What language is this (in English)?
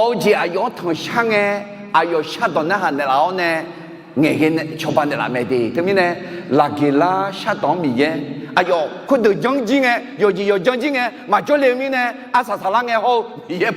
Akha